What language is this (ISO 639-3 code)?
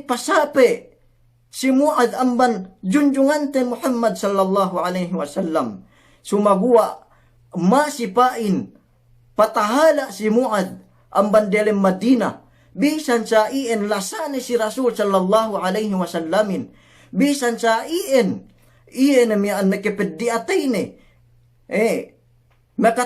yka